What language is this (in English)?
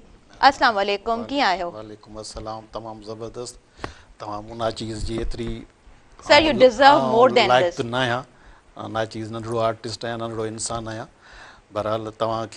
Sindhi